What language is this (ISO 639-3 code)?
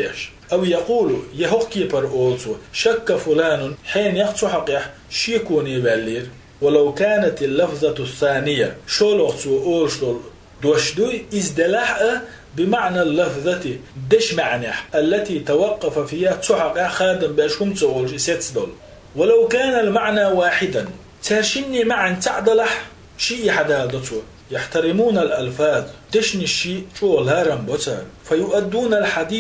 che